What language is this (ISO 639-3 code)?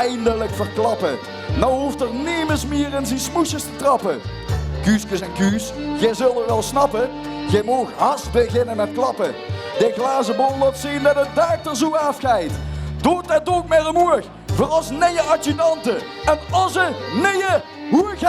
lim